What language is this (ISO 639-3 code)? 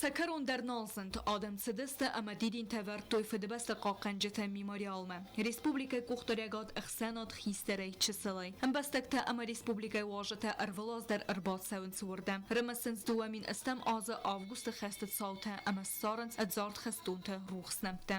oss